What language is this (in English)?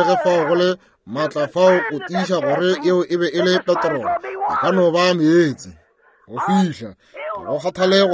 Northern Sotho